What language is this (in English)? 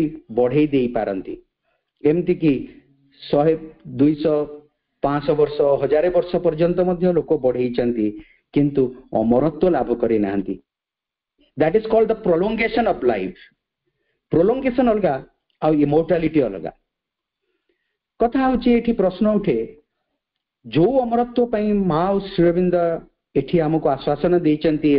Odia